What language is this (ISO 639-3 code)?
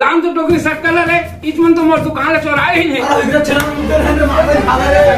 hne